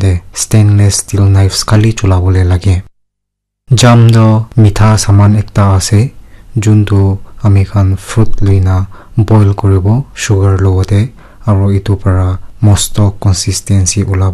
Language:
Naga Pidgin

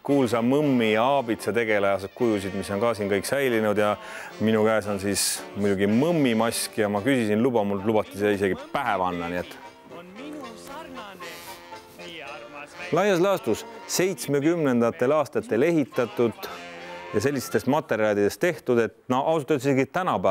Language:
Estonian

